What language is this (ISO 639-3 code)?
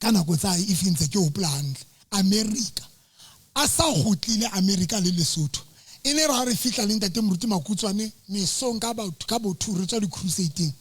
sot